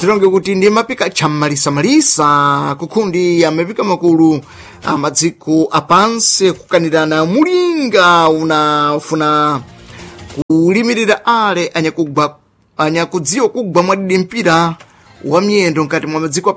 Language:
Sena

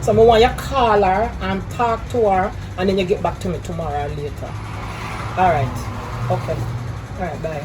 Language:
Jamaican Creole English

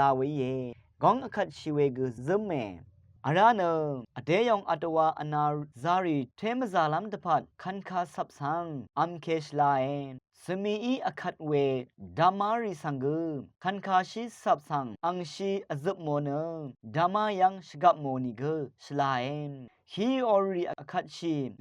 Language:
Rawang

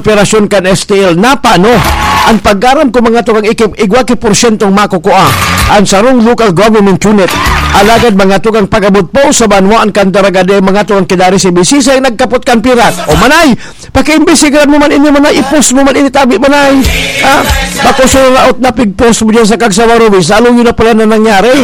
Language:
Bikol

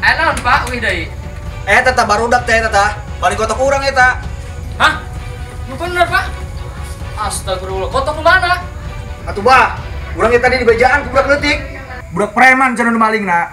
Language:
Sundanese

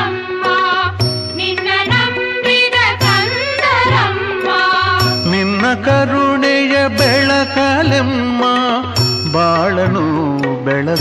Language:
Kannada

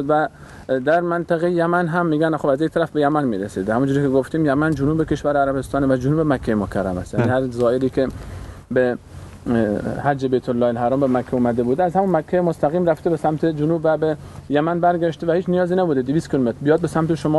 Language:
Persian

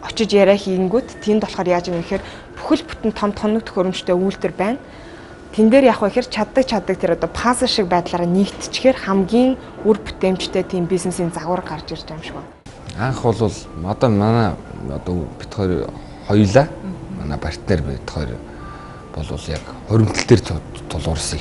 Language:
Mongolian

